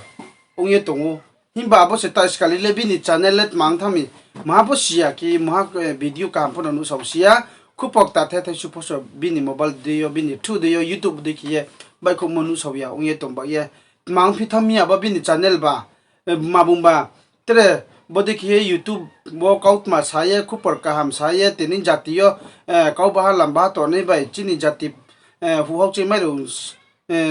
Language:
Riang (India)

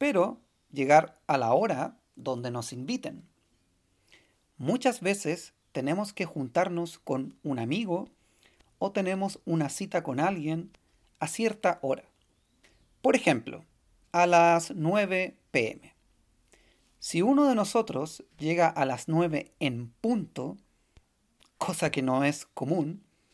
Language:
Spanish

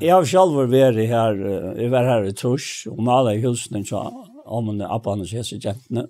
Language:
Faroese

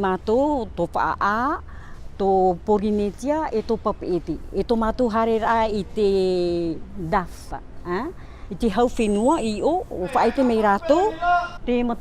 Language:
Tahitian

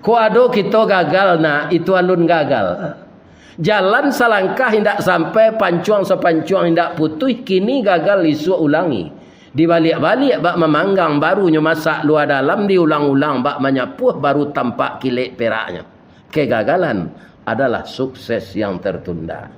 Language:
Minangkabau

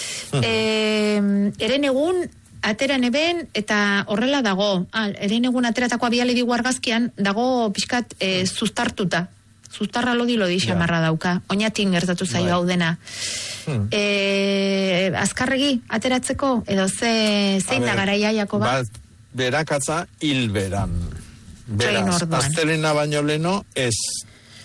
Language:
Basque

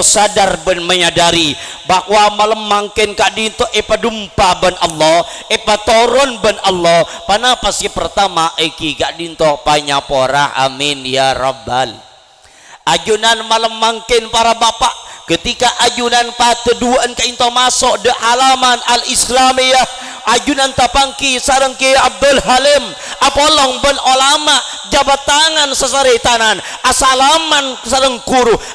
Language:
Madurese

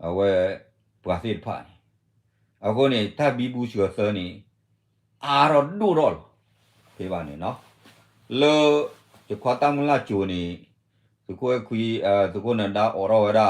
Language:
S'gaw Karen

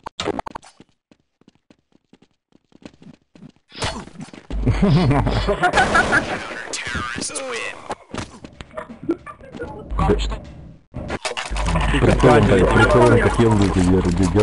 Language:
Russian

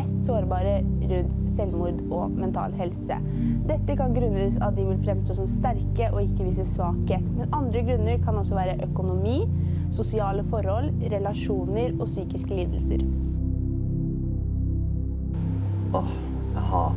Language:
Norwegian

